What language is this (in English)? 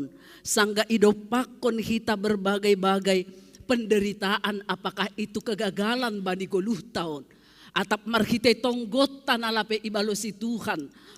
Batak Simalungun